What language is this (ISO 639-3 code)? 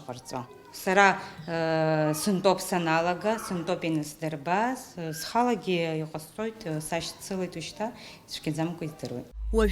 abk